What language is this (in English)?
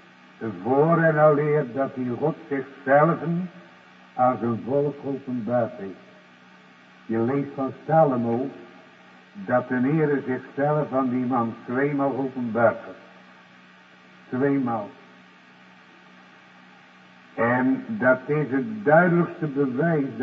Dutch